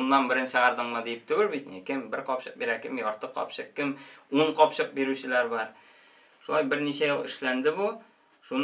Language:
Tatar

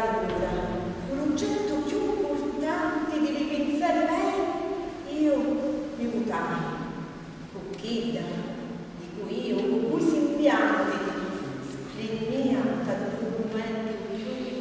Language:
Sicilian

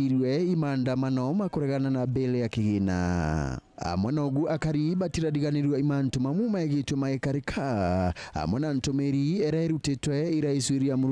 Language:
Meru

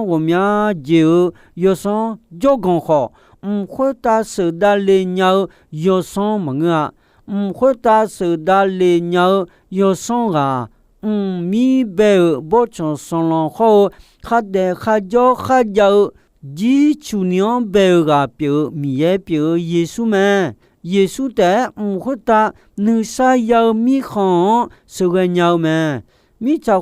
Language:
Akha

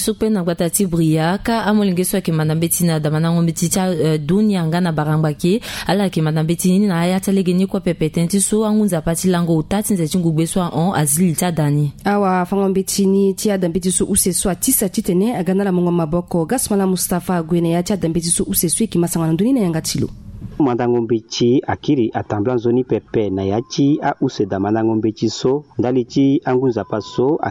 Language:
Sango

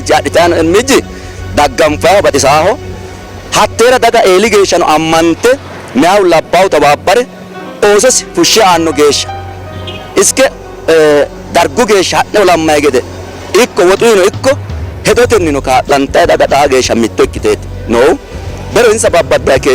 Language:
Sidamo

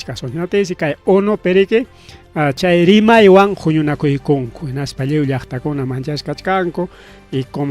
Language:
Ayacucho Quechua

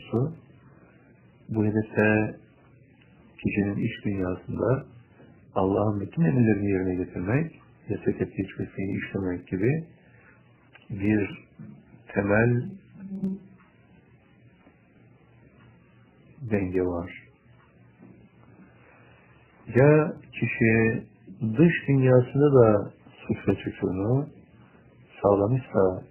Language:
Turkish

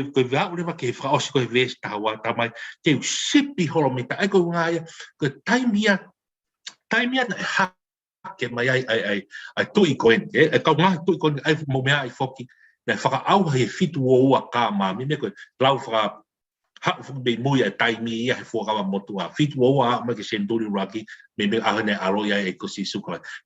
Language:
Tongan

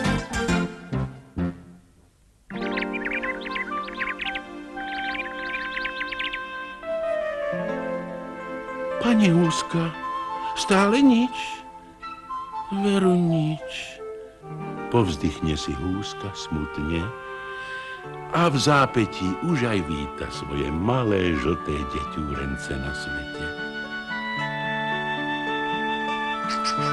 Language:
Slovak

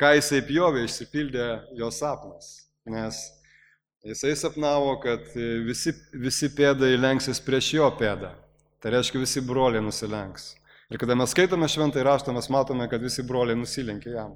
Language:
Lithuanian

